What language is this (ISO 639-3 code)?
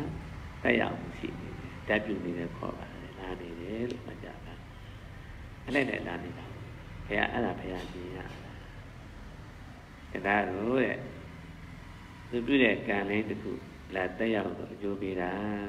mya